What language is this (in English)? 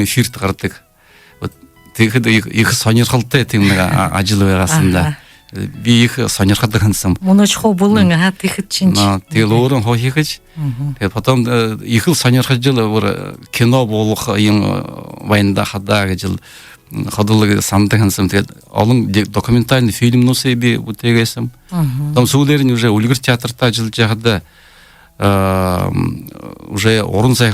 Buriat